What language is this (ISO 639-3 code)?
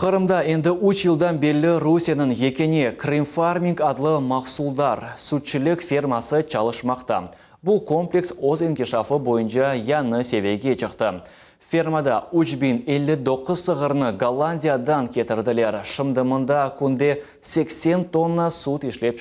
crh